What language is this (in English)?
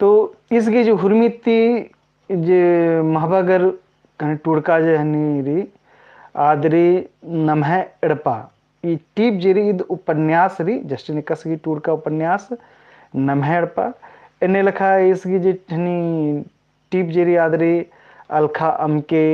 Kurukh